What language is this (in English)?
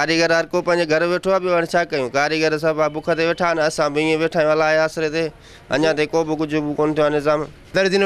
Sindhi